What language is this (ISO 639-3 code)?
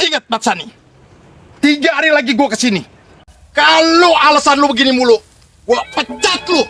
bew